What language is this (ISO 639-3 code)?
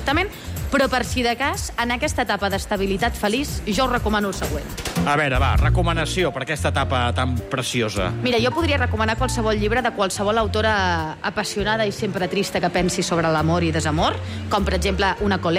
cat